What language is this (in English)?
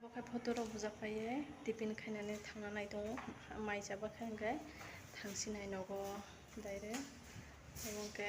Kok Borok